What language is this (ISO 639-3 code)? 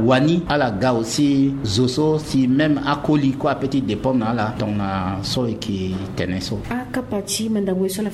sag